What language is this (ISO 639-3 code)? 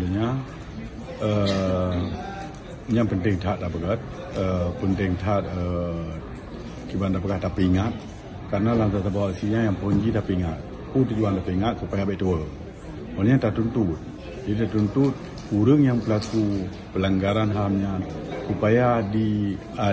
ace